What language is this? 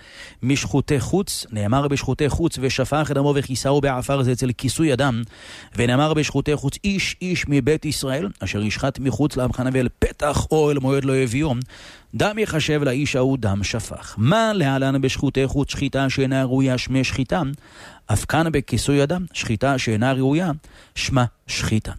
Hebrew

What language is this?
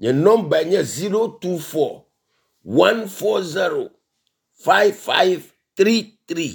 Ewe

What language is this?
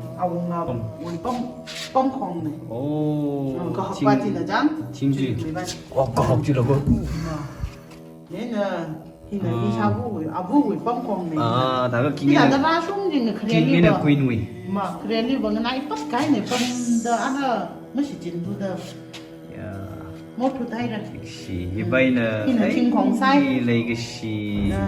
Tangkhul Naga (India)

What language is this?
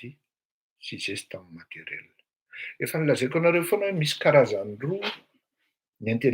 Malagasy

